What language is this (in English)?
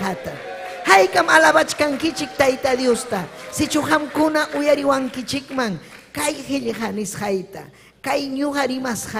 Ayacucho Quechua